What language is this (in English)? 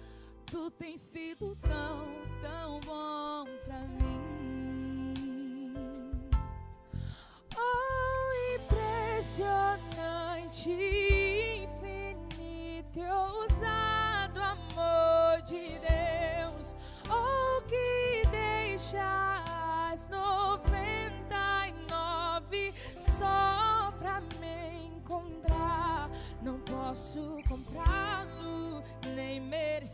Portuguese